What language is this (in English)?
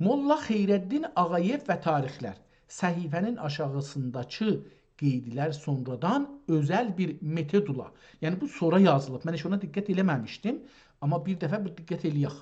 South Azerbaijani